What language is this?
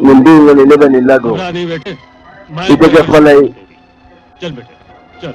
Bambara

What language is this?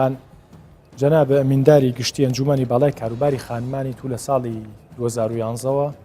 Central Kurdish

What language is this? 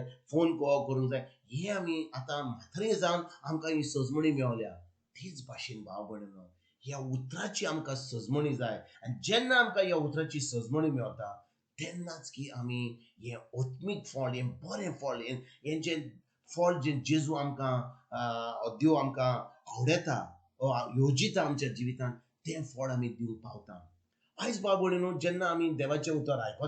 Konkani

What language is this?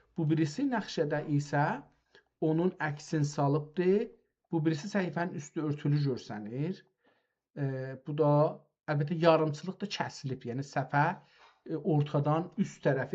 South Azerbaijani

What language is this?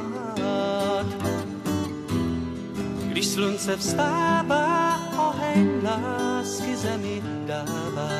Czech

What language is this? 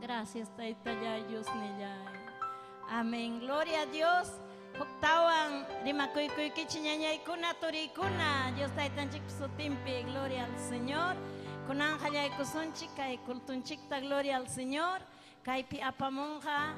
Ayacucho Quechua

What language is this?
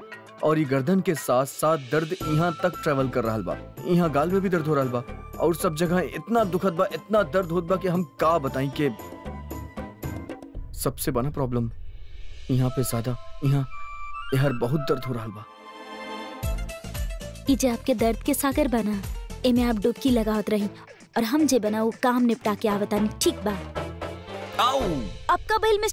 Bhojpuri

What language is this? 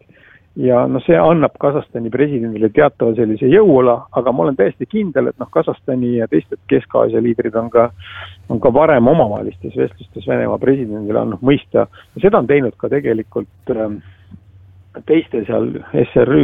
Estonian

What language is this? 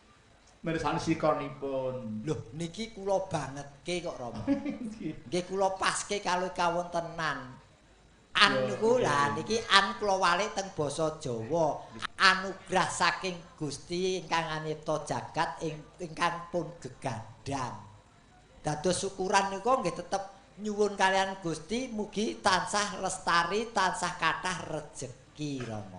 Javanese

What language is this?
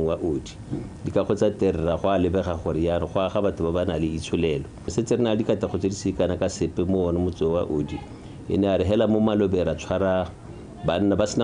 Tswana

